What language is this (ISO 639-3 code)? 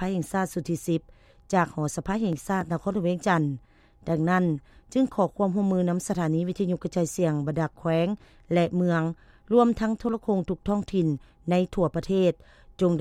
lao